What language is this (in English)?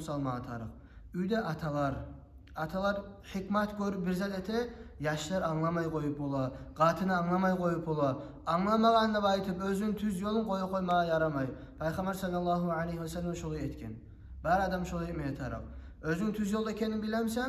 Kumyk